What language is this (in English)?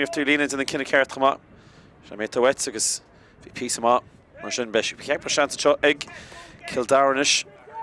Irish